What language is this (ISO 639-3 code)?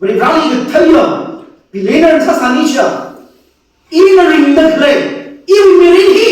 nmf